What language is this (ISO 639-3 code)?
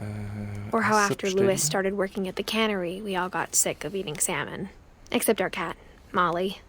gsw